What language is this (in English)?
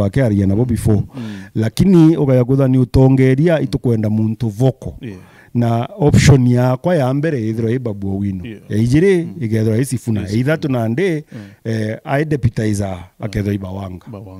Meru